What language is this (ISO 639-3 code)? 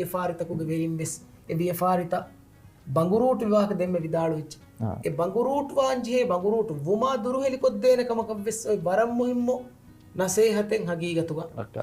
div